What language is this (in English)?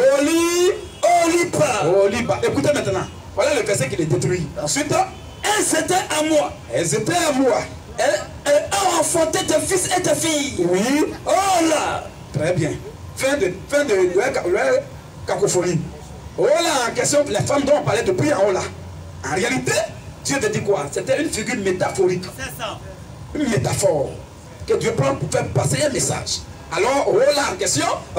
French